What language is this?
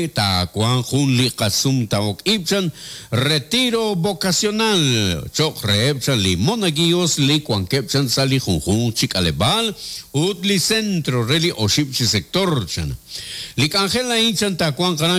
Kekchí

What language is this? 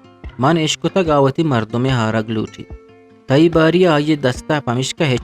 Eastern Balochi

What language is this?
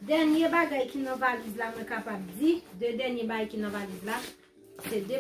Haitian Creole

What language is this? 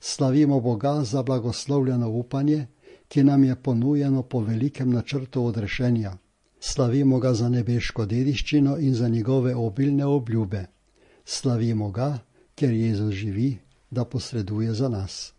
Slovenian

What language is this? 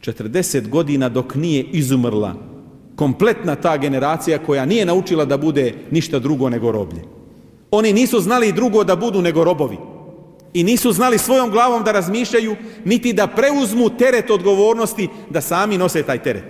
Bosnian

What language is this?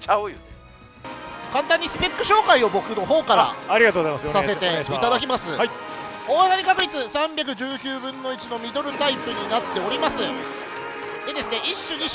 Japanese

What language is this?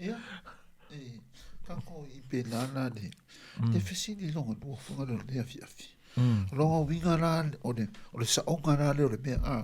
Samoan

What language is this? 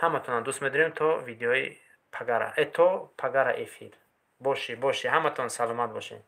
Tajik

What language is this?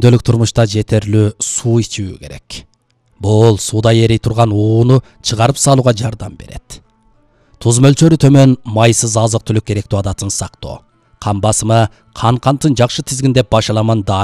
Kyrgyz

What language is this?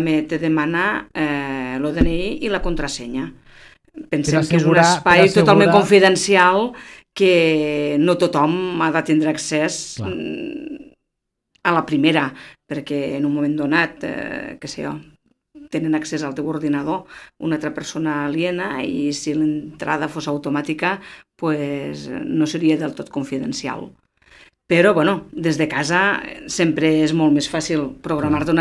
Catalan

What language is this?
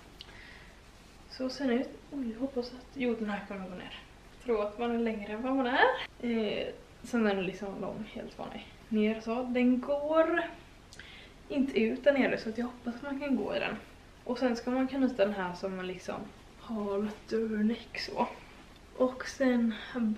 Swedish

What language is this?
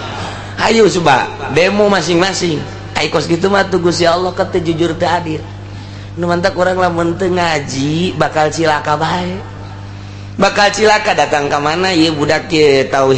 Sundanese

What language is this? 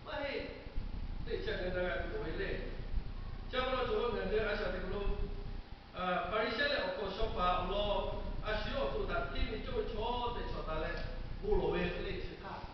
Lahu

